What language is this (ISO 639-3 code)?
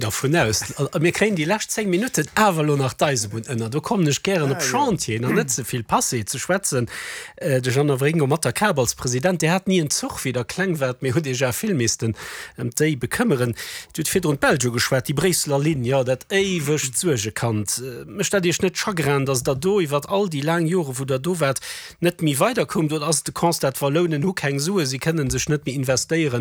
ltz